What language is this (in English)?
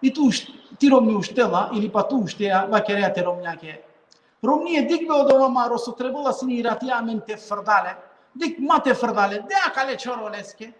Balkan Romani